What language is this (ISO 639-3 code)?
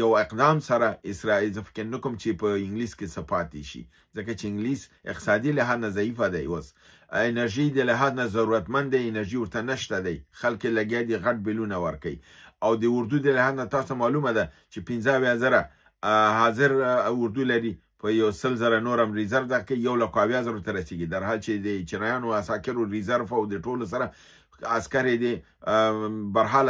pus